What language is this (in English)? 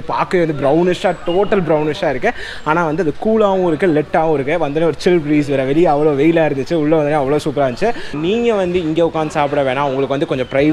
Tamil